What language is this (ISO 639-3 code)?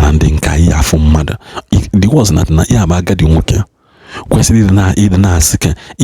ibo